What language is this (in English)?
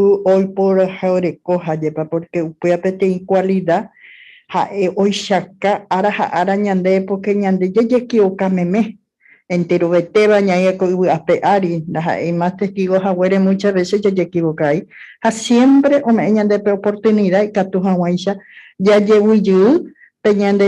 Guarani